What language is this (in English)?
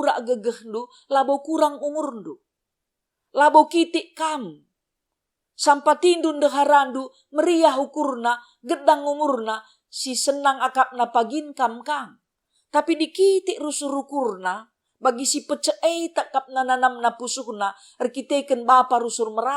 Batak Karo